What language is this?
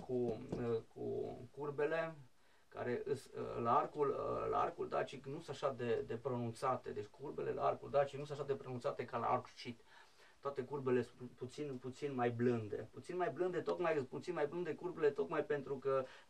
Romanian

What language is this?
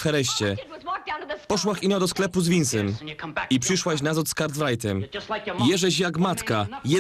Silesian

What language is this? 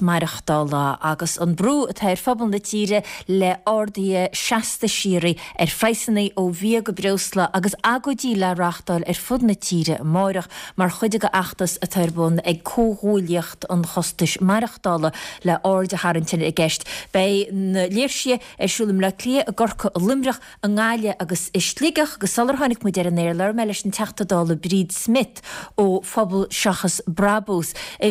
Irish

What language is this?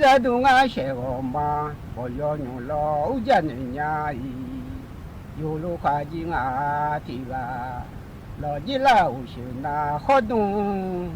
Akha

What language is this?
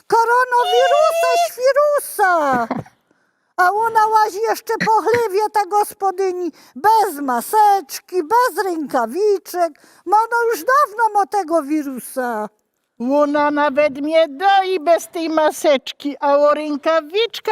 Silesian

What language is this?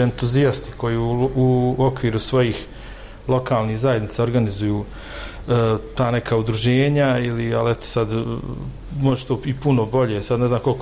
Bosnian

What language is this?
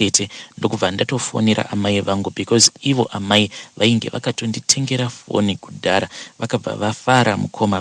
Shona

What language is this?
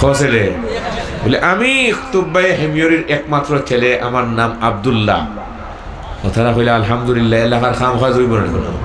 Sylheti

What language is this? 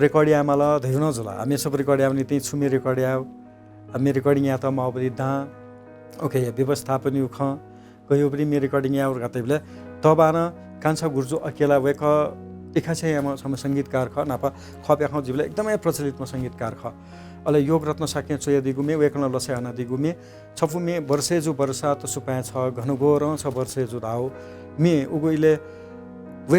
Newari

